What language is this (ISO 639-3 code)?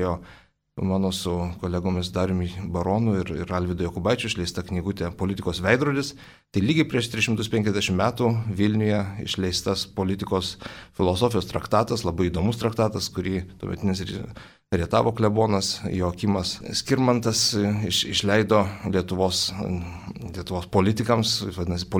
lit